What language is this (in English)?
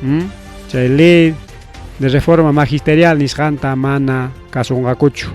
Ayacucho Quechua